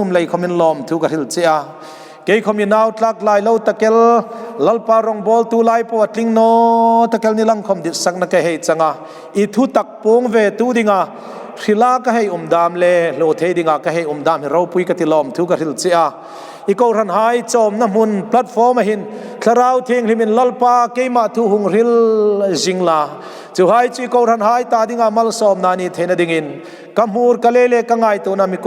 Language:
Hmar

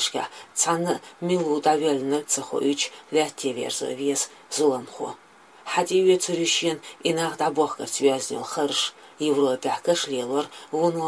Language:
Chechen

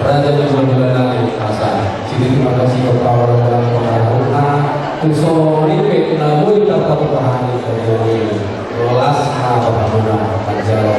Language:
Batak Toba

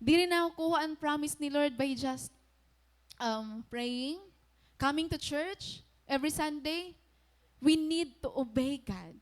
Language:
Waray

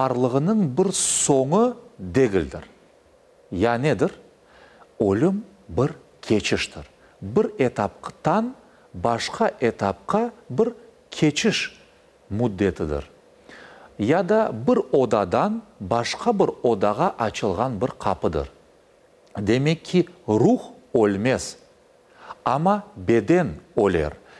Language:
Crimean Tatar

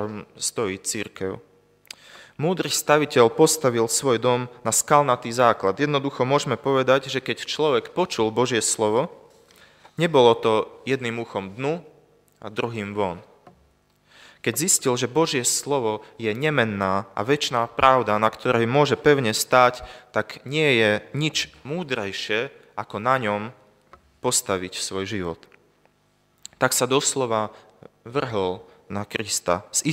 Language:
Slovak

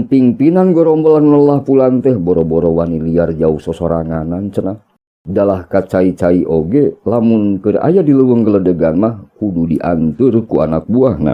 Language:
Sundanese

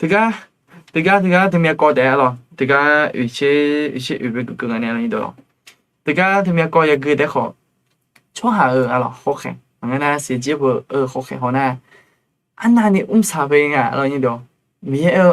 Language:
Akha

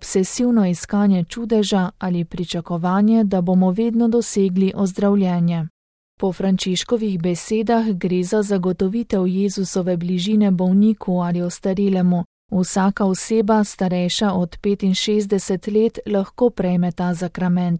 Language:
Slovenian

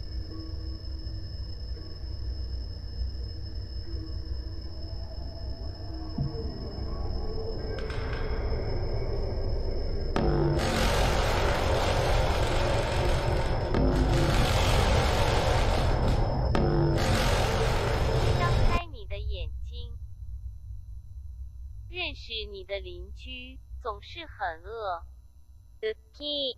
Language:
Chinese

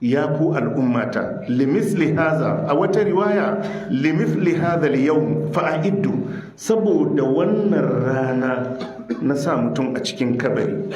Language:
Hausa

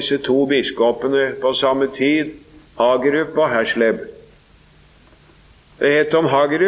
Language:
Norwegian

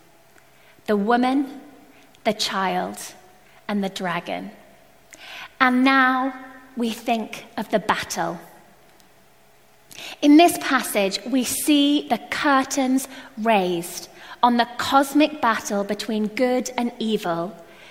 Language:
English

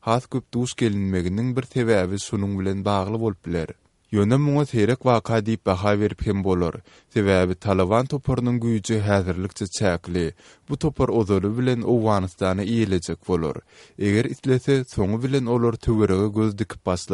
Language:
Turkmen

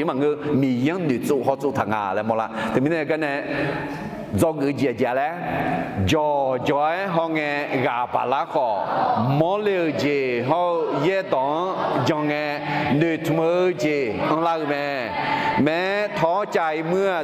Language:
Akha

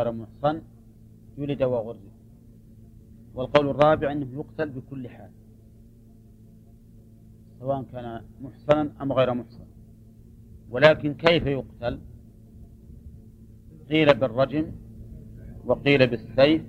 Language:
Arabic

